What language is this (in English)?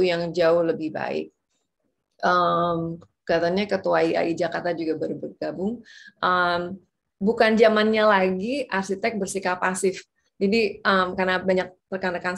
Indonesian